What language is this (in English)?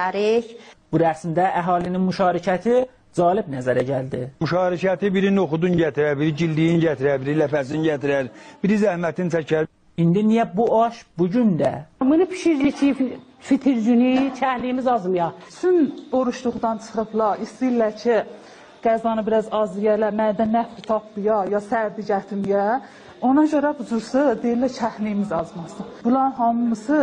South Azerbaijani